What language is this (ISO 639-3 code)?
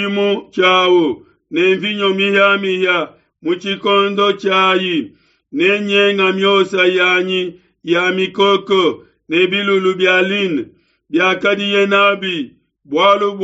lua